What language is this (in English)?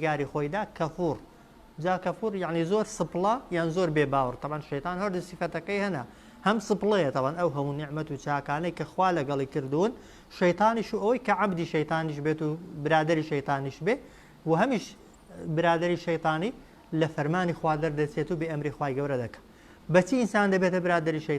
Central Kurdish